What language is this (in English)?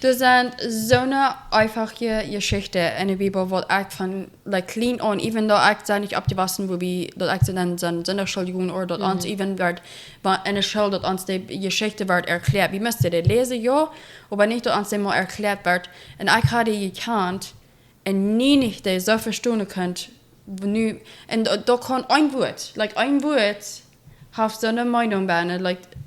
Plautdietsch